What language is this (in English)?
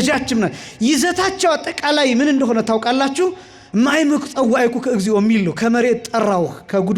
Amharic